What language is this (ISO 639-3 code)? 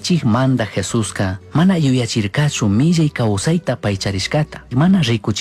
qug